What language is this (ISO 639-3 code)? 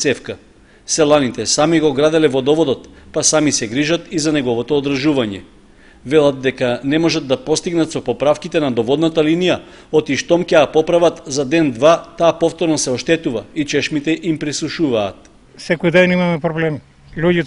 mkd